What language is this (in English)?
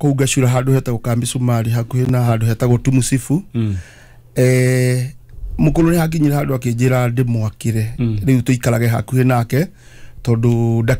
Kikuyu